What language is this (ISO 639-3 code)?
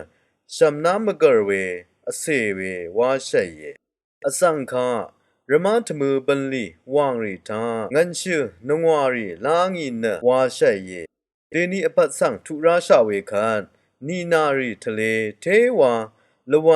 raw